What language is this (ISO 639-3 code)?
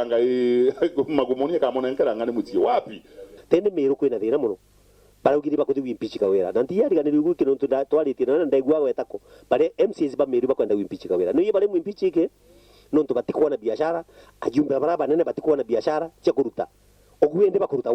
mer